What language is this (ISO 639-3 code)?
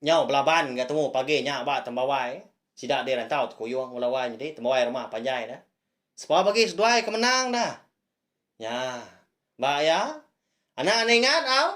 iba